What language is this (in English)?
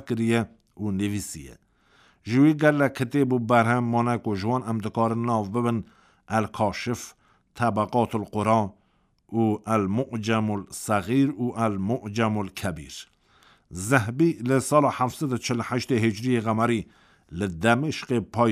Kurdish